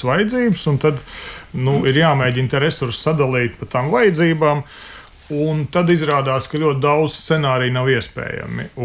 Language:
Latvian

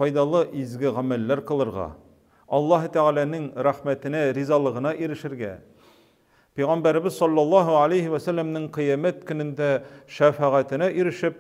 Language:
Tatar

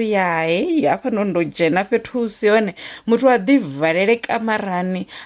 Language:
Venda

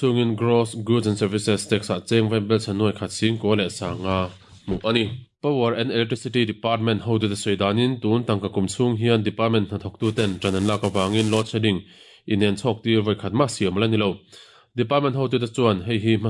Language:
Mizo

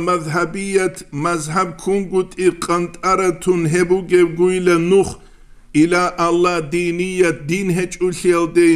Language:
Avaric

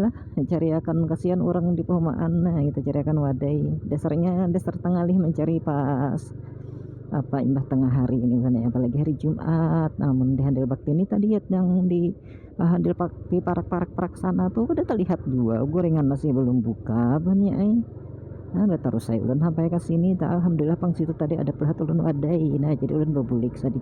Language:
Banjar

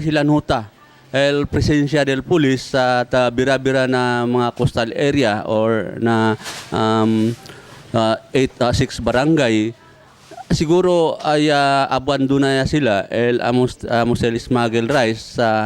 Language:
Chavacano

